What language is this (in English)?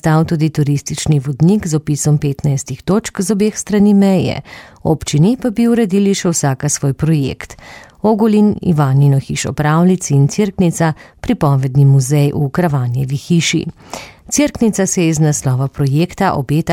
Slovenian